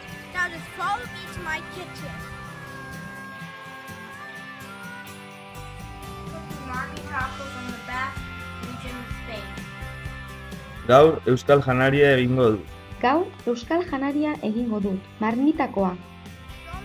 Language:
Basque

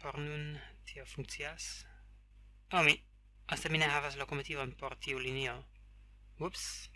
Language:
Esperanto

